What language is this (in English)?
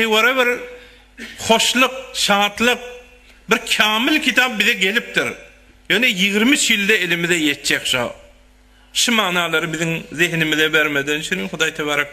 Turkmen